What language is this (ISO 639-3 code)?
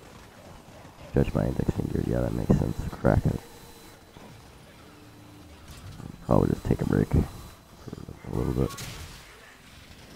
eng